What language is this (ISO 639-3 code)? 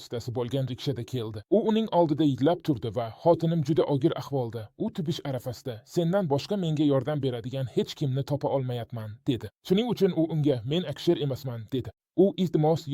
uzb